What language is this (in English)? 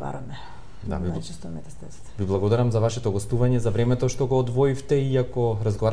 Macedonian